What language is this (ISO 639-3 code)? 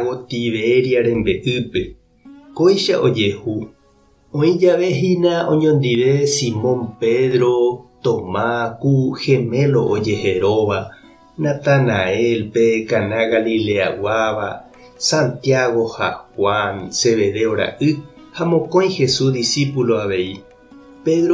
grn